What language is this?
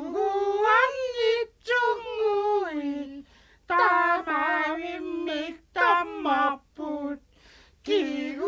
Kalaallisut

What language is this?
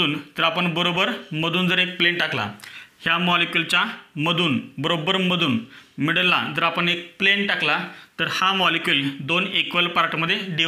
Marathi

